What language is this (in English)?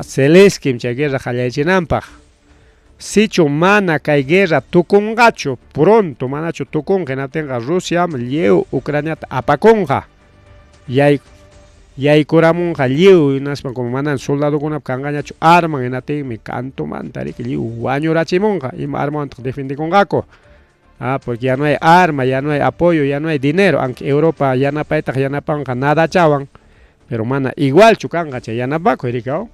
Ayacucho Quechua